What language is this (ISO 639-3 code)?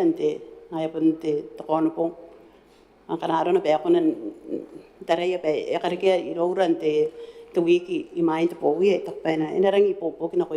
gil